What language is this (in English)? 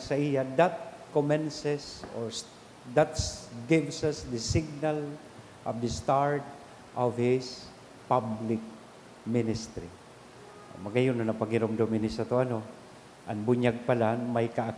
Bikol